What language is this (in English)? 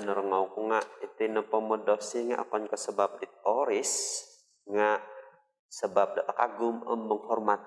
Central Dusun